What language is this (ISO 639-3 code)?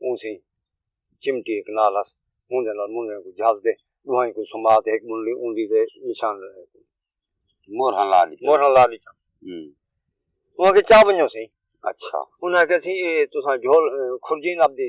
skr